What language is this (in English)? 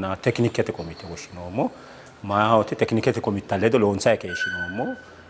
Sidamo